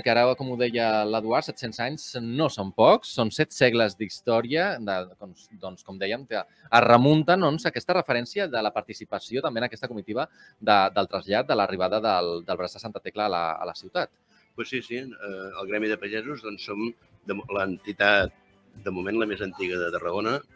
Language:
Catalan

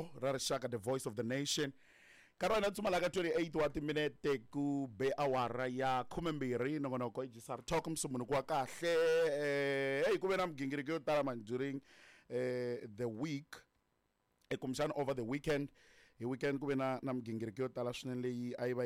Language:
Tsonga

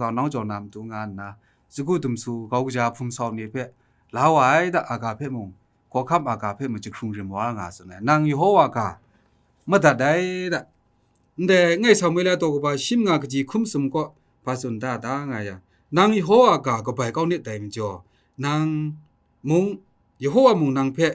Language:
Kachin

